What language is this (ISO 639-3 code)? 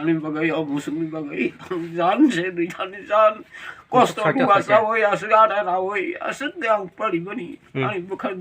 trp